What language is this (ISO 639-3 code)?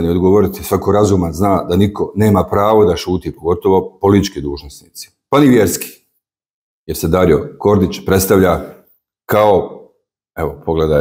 bos